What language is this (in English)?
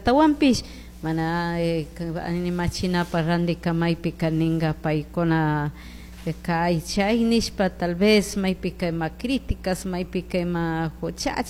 Chimborazo Highland Quichua